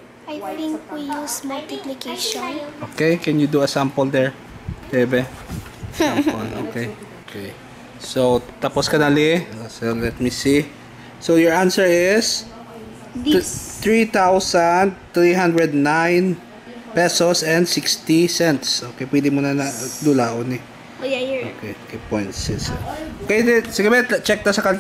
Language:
Hiligaynon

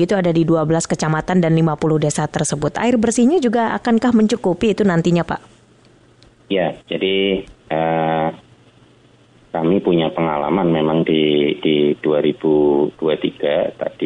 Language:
Indonesian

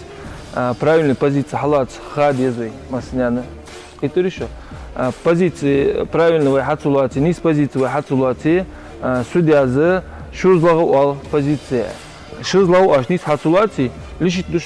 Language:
Ingush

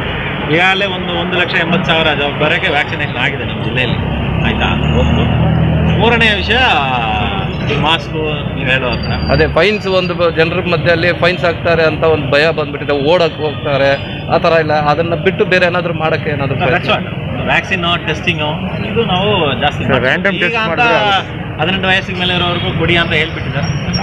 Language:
Kannada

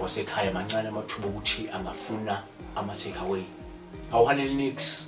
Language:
Zulu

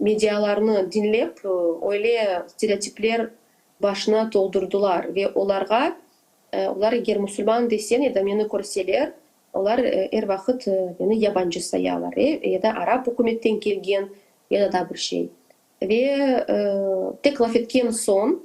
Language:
Crimean Tatar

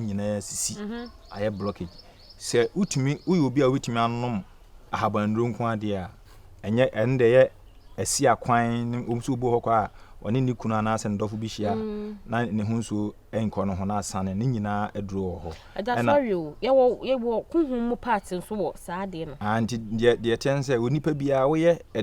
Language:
Akan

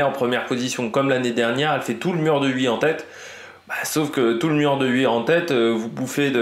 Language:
French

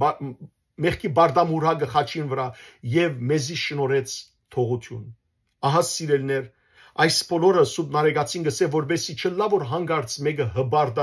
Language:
Western Armenian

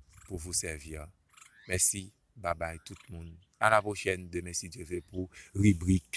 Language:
Haitian Creole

